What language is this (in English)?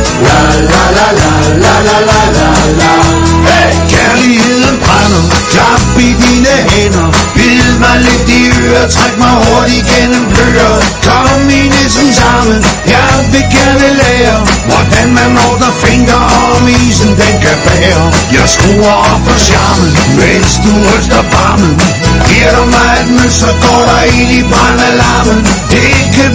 Danish